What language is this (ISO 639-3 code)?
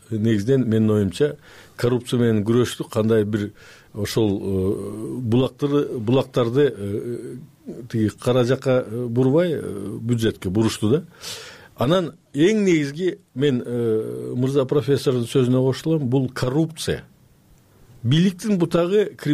kir